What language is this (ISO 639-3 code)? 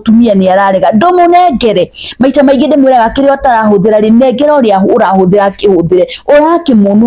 kik